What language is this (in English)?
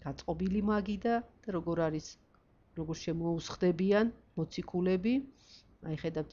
Georgian